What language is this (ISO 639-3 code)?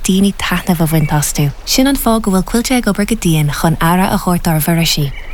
gle